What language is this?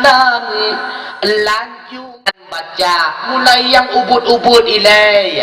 Achinese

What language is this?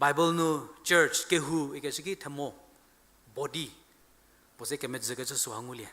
Angami Naga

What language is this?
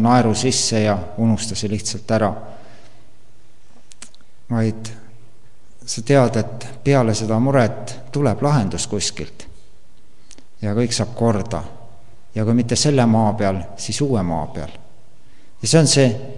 Estonian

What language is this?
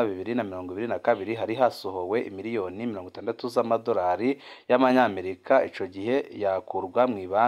Rundi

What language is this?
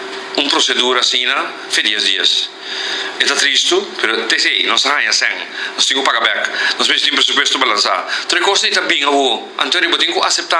Papiamento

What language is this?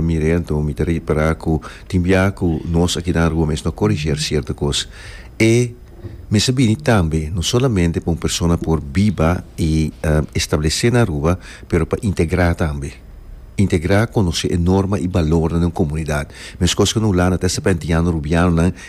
Papiamento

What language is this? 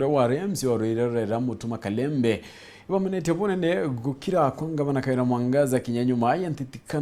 Meru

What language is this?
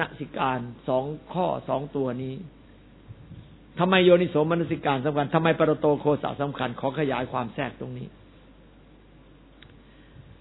Thai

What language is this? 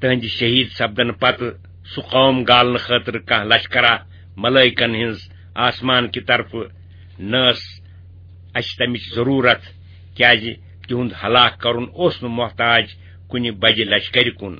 Kashmiri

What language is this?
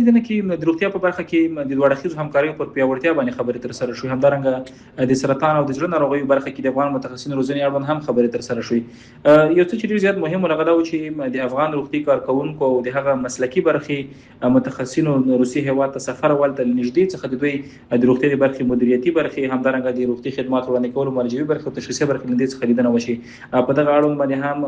Pashto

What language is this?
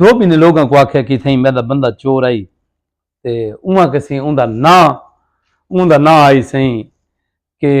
Saraiki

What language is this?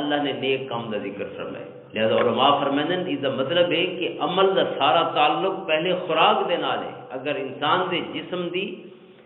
Western Panjabi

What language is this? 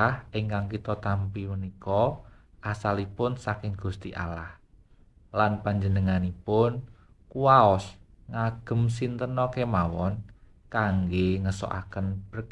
Javanese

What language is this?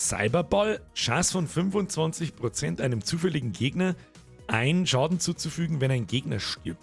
Bavarian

